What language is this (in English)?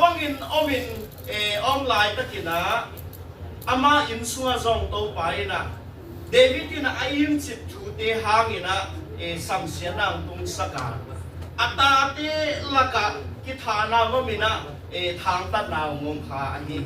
Tedim Chin